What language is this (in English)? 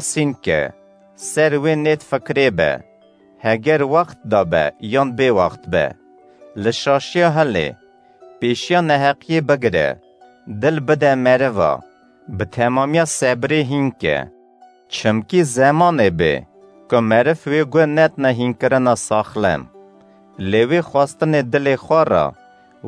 Kurdish